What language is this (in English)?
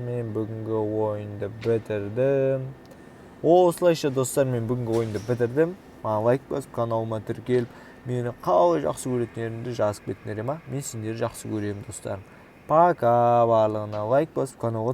Kazakh